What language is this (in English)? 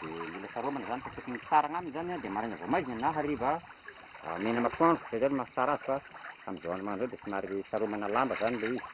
Malagasy